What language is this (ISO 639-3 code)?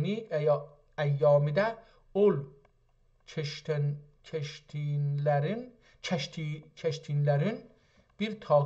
azb